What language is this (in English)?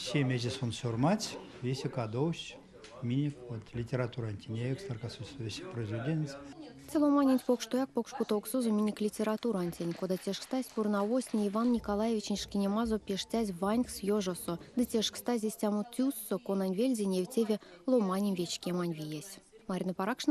Erzya